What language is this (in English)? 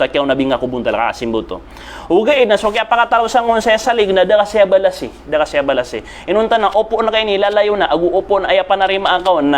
Maranao